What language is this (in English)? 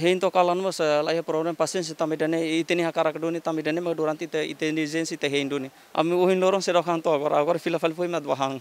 Tetum